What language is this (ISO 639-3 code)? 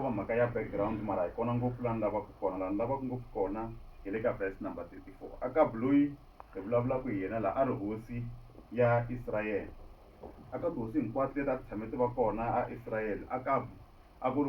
tso